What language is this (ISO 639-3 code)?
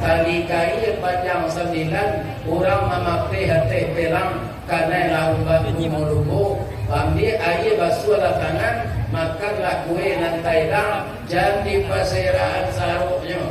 min